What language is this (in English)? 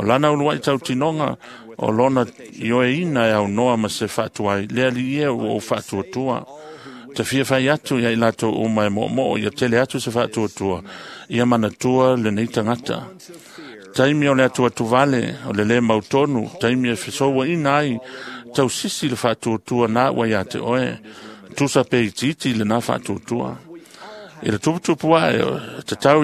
Samoan